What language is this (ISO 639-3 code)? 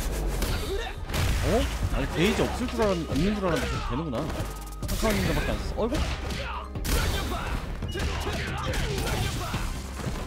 kor